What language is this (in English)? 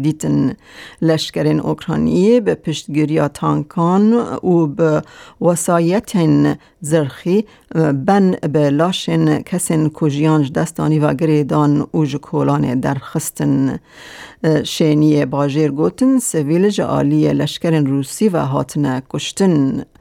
Kurdish